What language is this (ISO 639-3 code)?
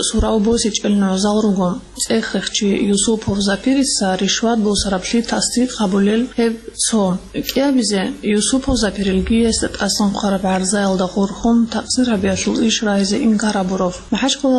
ava